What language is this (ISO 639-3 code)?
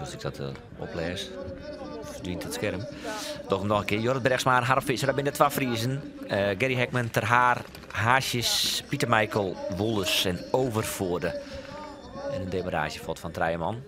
fry